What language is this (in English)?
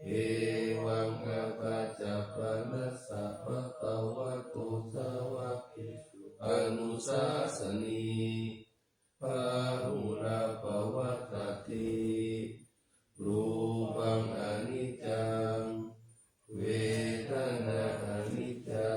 Pali